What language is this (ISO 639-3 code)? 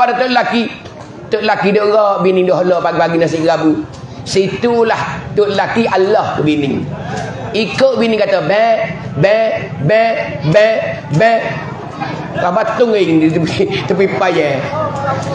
mfa